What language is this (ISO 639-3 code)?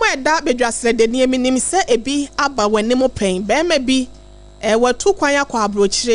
aka